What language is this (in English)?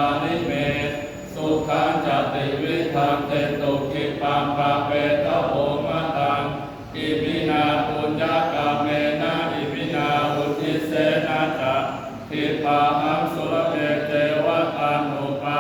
Pali